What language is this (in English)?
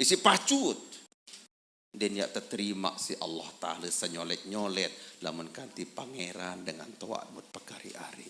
Sasak